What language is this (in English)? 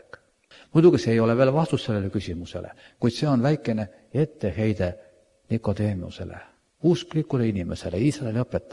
Estonian